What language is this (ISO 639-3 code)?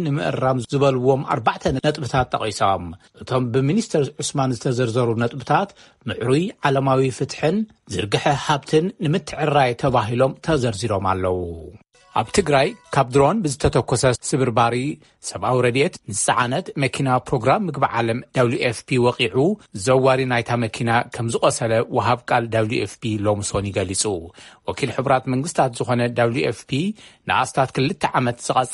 tir